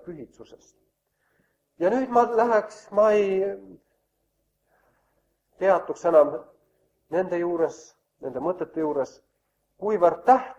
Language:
Estonian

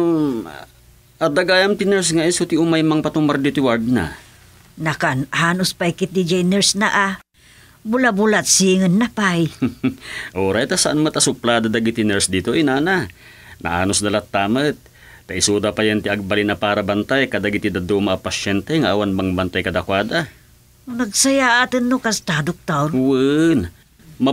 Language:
Iloko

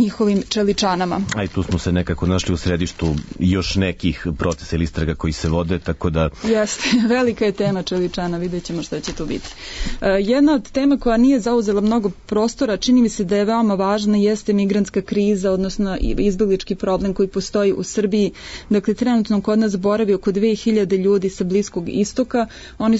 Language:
Serbian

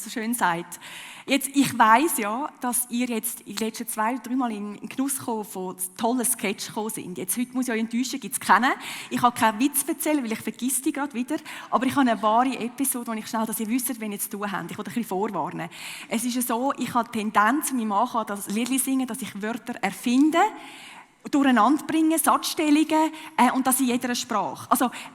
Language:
Swiss German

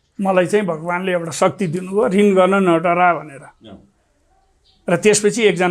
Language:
Nepali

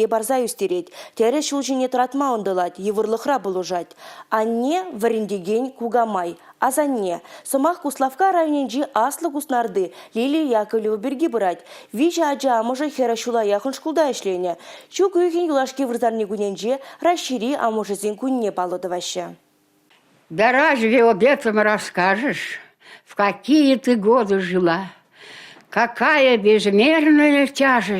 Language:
Chuvash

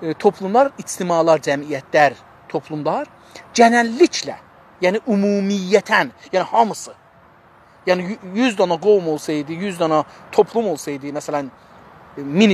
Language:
South Azerbaijani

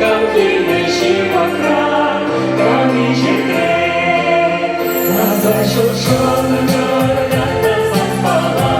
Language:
Chuvash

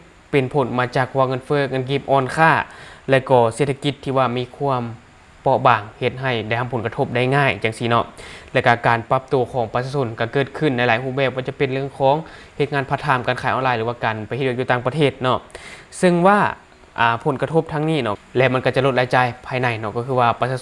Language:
Lao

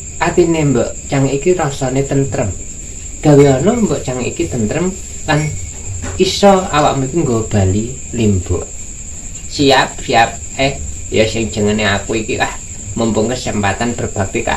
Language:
Javanese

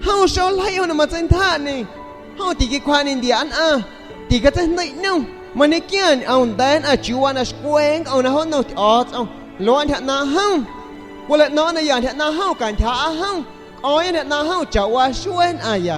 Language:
San Pedro Amuzgos Amuzgo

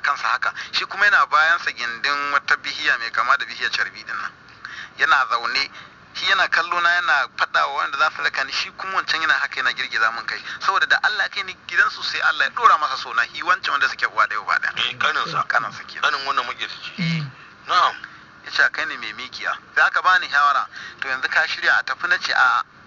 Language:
Hausa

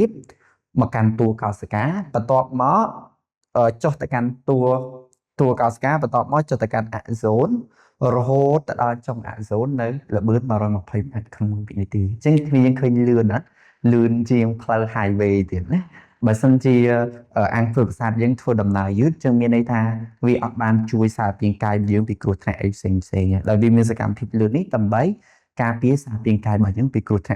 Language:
Khmer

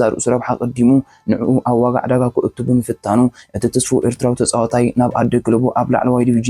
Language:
Tigrinya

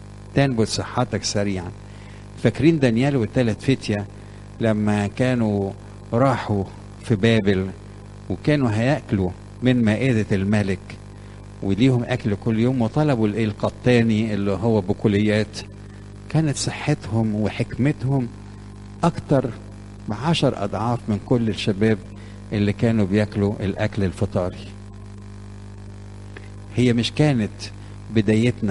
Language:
Egyptian Arabic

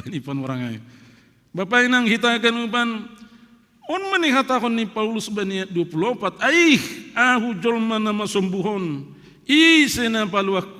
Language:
Batak Simalungun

